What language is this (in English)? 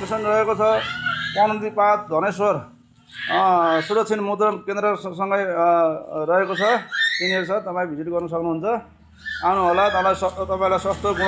Nepali